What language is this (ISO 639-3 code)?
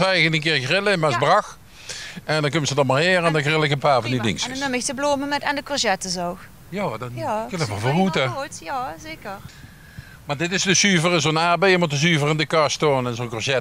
lim